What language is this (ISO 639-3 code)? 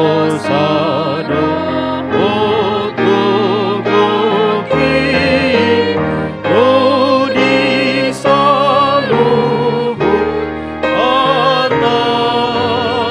bbc